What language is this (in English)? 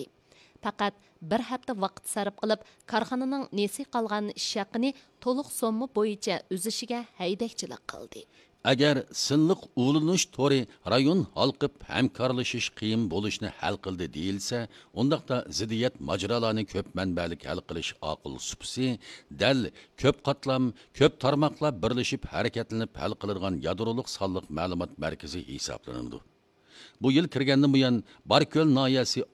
Uyghur